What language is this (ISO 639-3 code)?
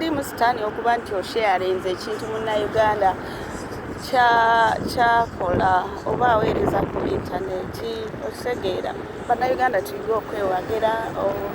lug